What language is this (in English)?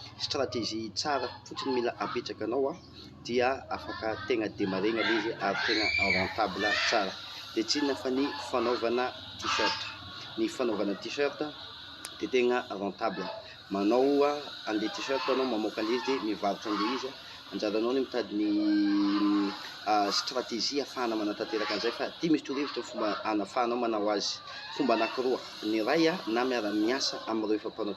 Malagasy